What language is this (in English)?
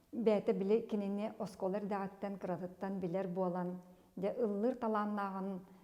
Yakut